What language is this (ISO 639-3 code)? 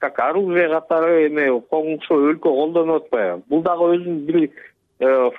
kir